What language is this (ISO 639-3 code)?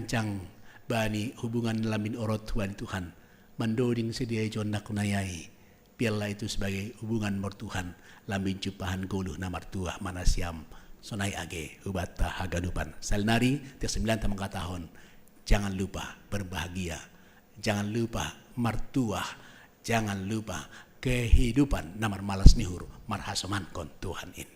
bts